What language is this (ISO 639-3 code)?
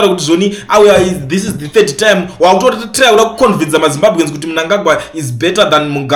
sna